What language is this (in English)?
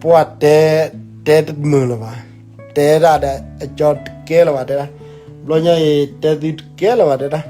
S'gaw Karen